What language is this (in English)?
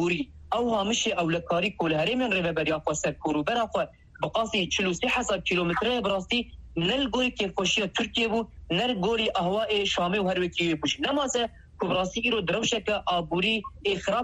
Kurdish